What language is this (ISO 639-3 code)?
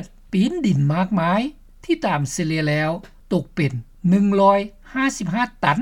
lao